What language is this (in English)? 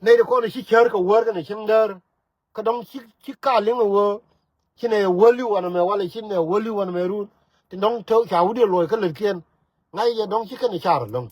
Nuer